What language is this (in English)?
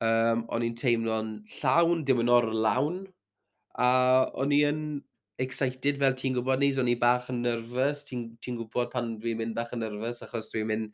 Welsh